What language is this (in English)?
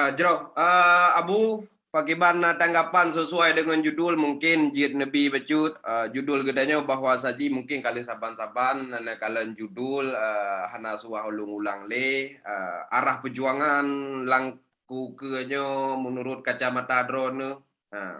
Achinese